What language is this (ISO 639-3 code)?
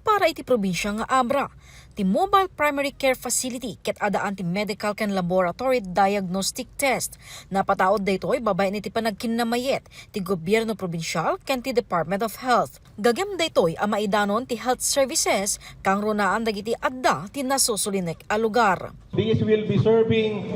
ilo